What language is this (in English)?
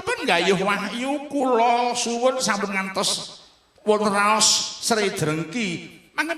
Javanese